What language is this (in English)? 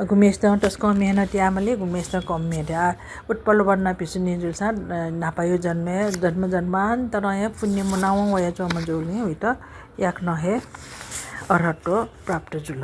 Newari